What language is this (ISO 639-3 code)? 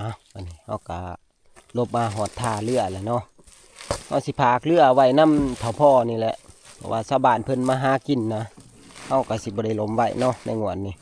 tts